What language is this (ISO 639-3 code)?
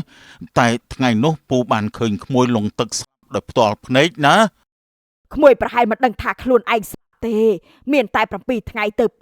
khm